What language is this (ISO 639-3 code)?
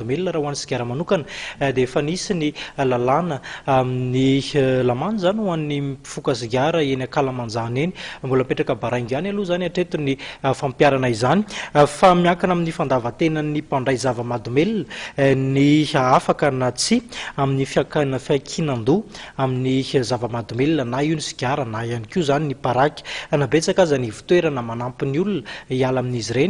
mlg